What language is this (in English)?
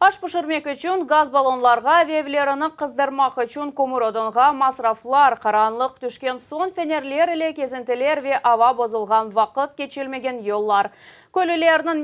Crimean Tatar